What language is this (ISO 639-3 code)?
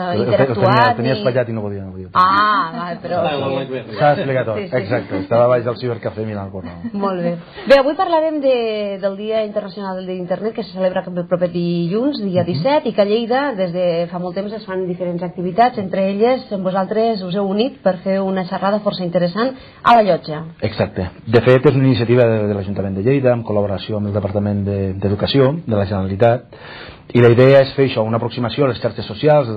cat